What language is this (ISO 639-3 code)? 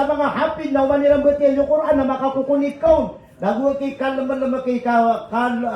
mrw